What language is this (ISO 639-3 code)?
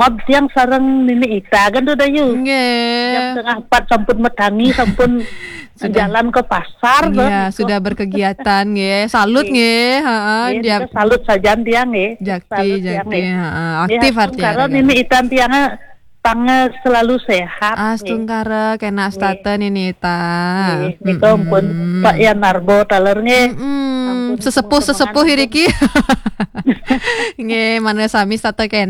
ban